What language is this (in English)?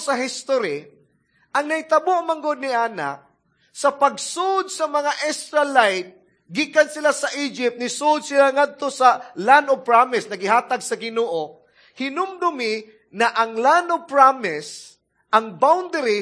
Cebuano